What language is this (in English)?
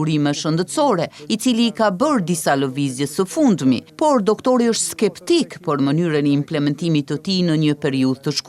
Albanian